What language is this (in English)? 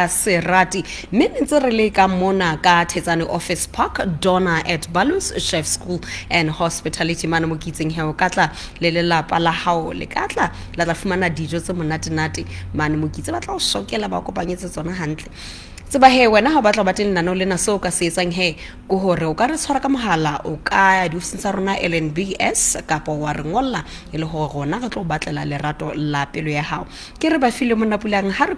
Southern Sotho